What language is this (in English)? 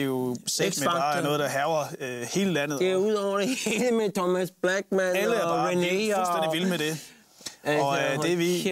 Danish